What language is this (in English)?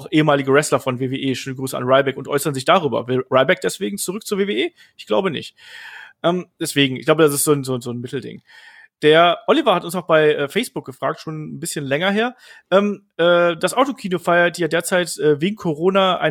German